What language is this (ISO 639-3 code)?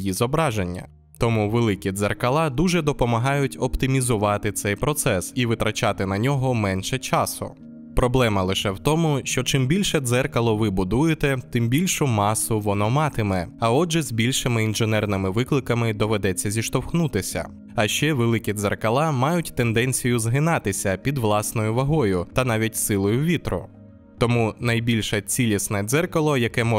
ukr